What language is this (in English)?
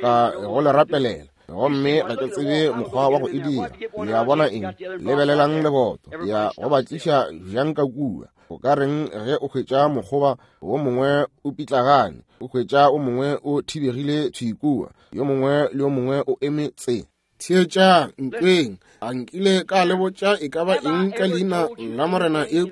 Northern Sotho